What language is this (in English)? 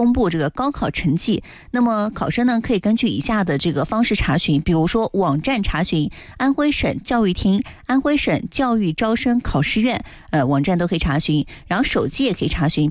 Chinese